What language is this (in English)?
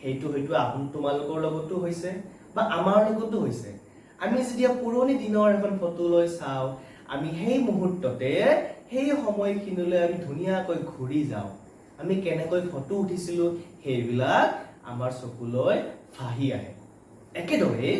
Assamese